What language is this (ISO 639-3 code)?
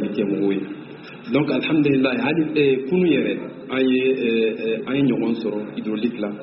bam